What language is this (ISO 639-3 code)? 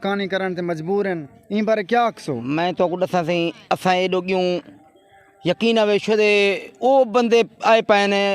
skr